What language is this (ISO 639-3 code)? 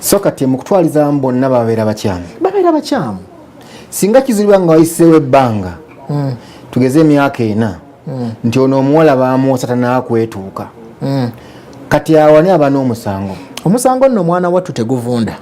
lug